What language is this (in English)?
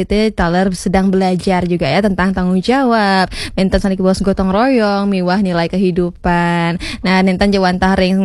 Balinese